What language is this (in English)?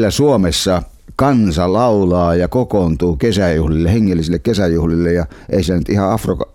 Finnish